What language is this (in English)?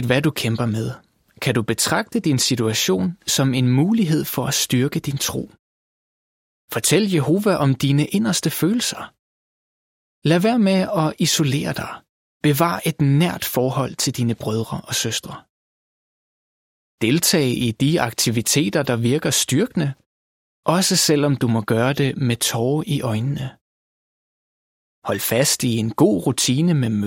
Danish